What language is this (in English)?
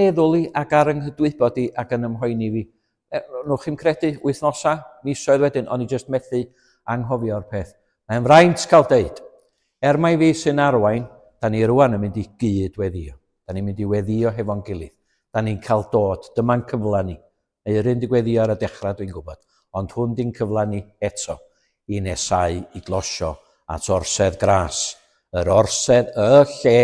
Welsh